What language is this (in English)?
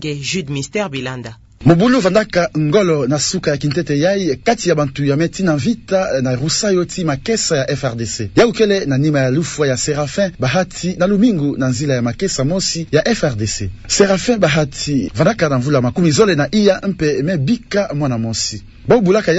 Kituba (Democratic Republic of Congo)